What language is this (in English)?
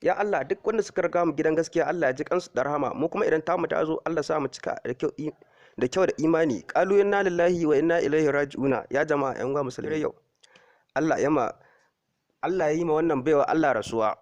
Hausa